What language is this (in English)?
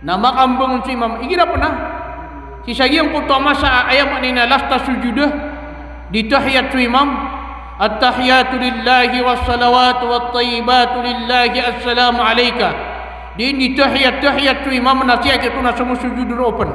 Maranao